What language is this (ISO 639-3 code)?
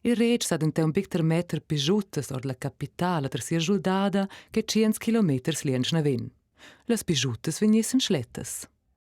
roh